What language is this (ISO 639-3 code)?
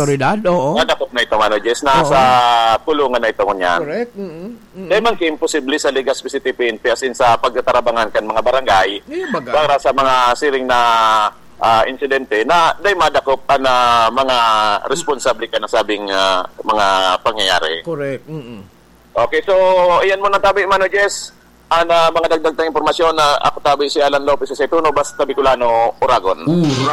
bik